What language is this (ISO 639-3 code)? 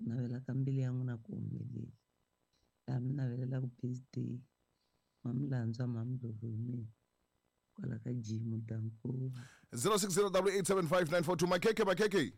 tso